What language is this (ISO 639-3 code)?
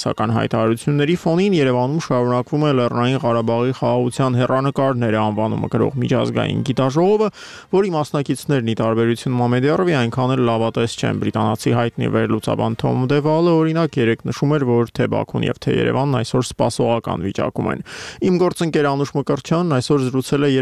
hye